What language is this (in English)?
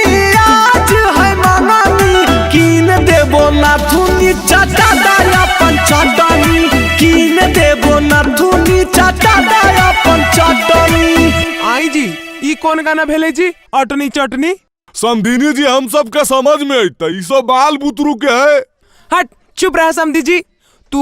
Magahi